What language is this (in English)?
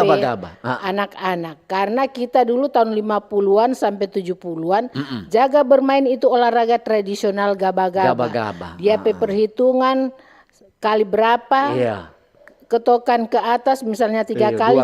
Manado Malay